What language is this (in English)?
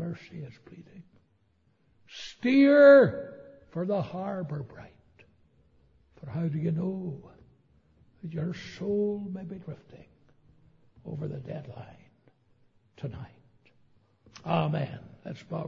English